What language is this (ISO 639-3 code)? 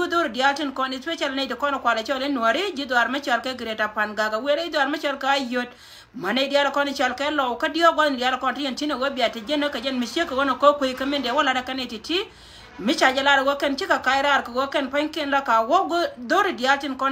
nus